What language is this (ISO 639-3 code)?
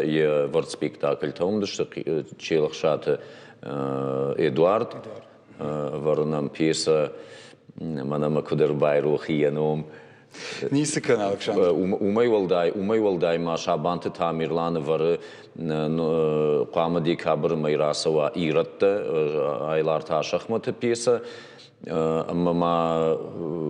oss